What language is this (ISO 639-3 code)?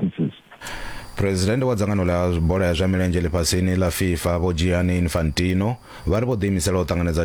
ven